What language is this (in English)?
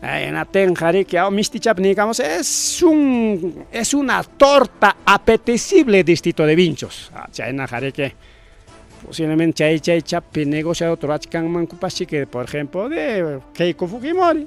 Ayacucho Quechua